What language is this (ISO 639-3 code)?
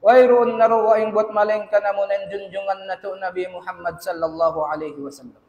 tsg